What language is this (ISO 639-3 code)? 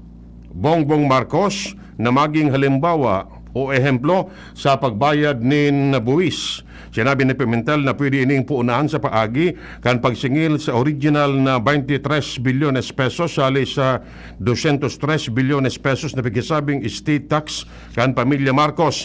bik